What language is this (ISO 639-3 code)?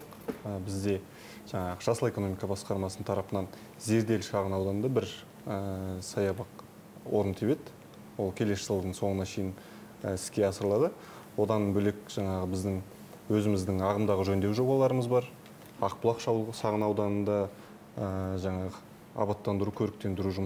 kaz